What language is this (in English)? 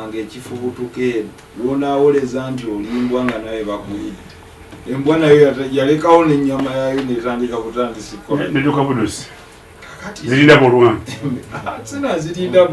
Ganda